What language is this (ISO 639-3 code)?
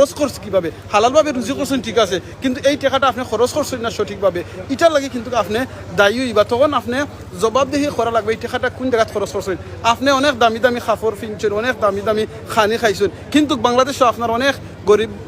syl